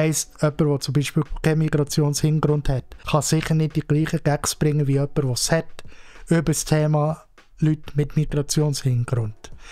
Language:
Swiss German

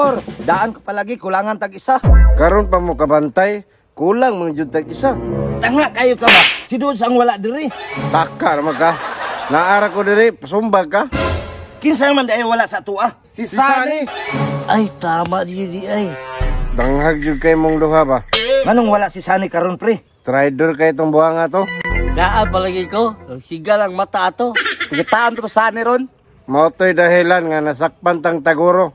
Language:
Cebuano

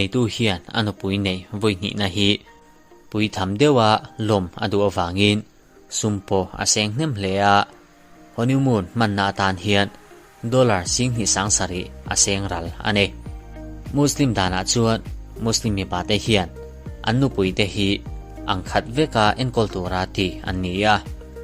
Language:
Mizo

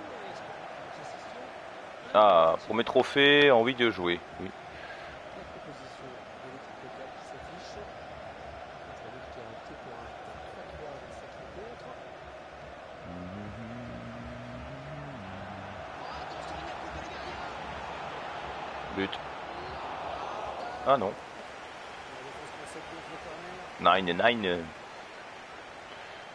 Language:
French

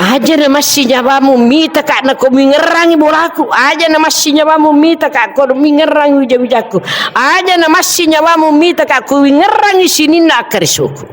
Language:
Buginese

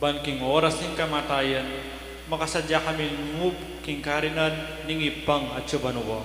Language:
Pampanga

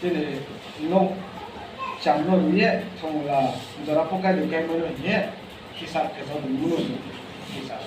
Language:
Riang (India)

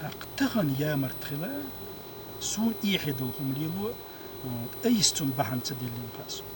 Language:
Chechen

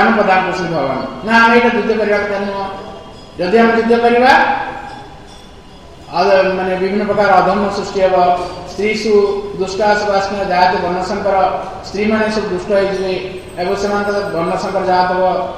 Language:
Odia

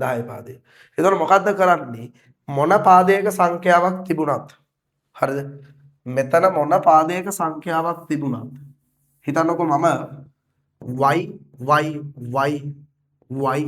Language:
Sinhala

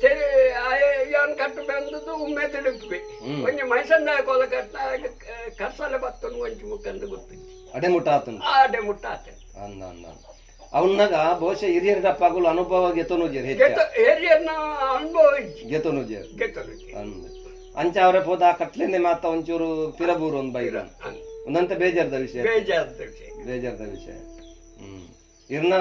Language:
Tulu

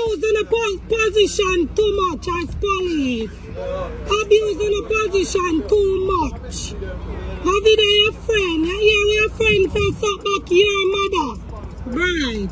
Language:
Jamaican Creole English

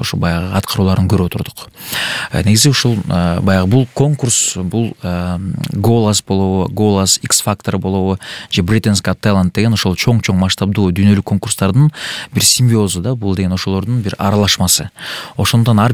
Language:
Kyrgyz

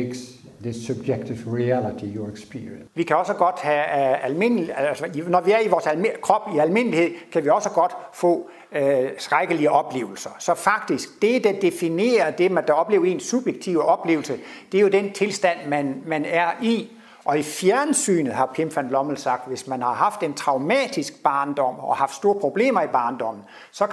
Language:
Danish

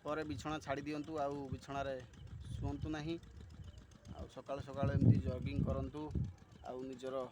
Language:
Odia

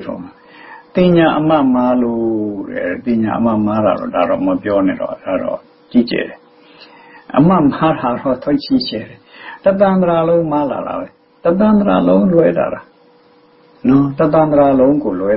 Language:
Burmese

